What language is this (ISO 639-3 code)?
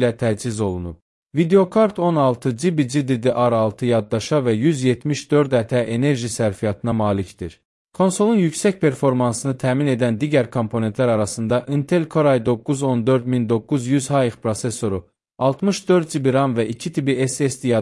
aze